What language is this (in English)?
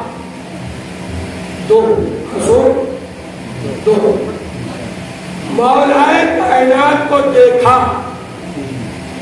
Urdu